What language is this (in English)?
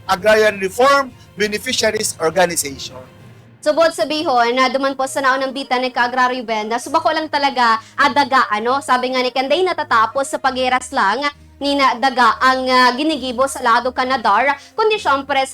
Bikol